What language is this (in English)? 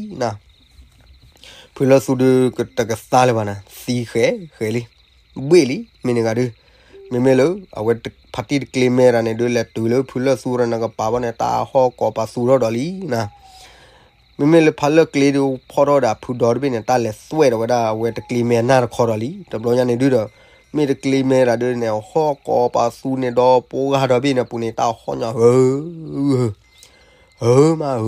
S'gaw Karen